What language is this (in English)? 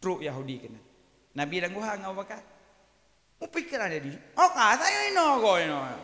Achinese